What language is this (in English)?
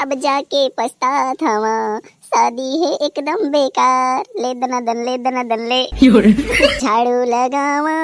Chhattisgarhi